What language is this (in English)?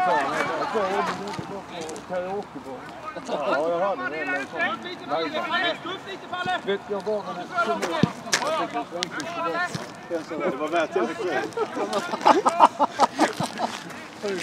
Swedish